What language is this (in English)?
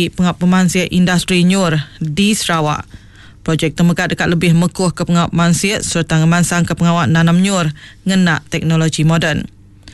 Iban